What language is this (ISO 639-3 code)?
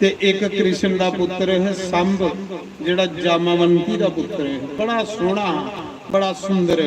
doi